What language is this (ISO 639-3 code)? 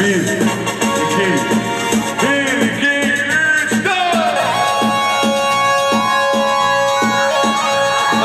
tur